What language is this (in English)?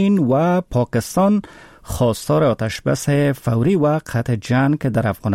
Persian